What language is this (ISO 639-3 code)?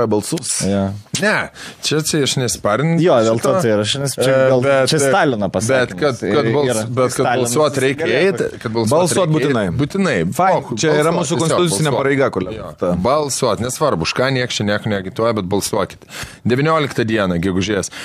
lit